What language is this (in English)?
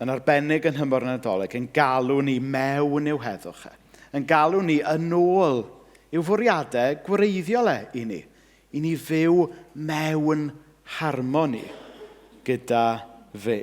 Welsh